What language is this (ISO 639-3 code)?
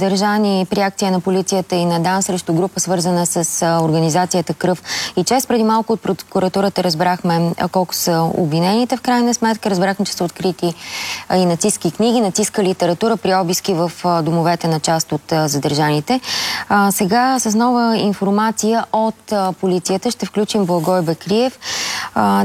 bul